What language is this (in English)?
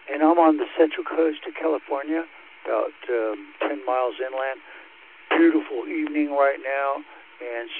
English